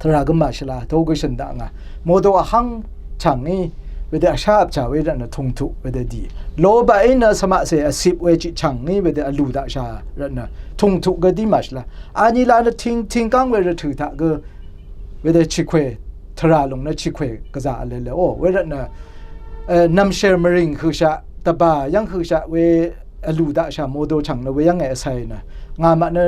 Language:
Rawang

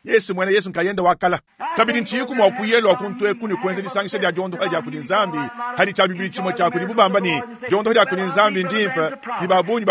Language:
Luba-Lulua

